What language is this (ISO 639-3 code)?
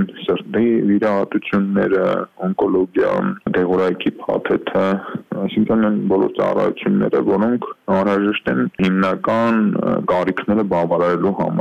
hye